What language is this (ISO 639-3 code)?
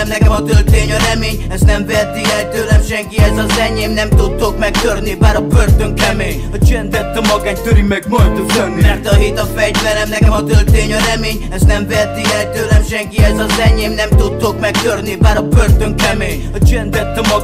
hun